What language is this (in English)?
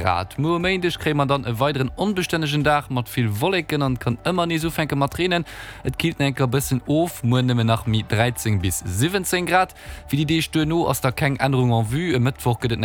Luxembourgish